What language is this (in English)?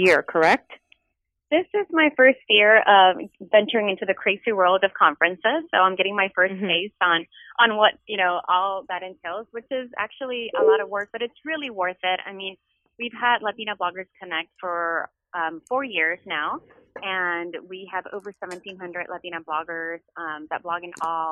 English